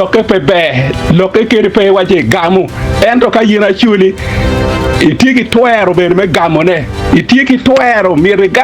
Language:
Acoli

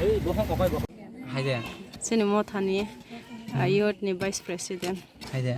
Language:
Kok Borok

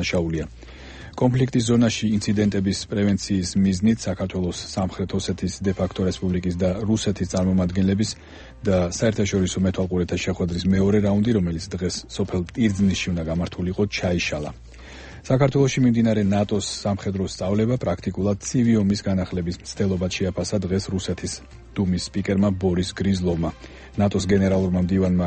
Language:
Georgian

